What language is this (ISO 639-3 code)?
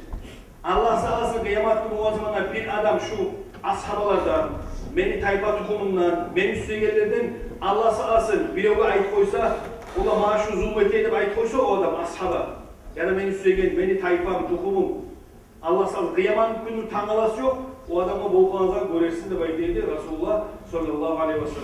kum